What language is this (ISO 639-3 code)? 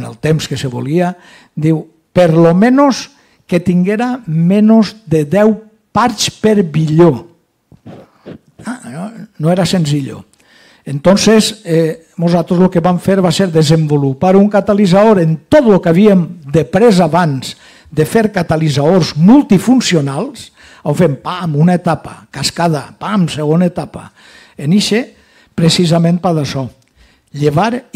cat